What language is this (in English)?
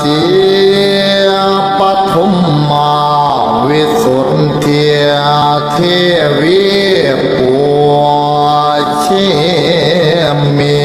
Pali